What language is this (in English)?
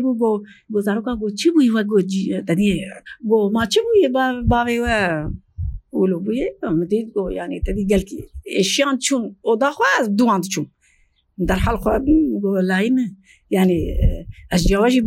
Kurdish